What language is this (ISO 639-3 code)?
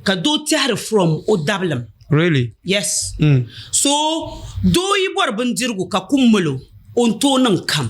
dag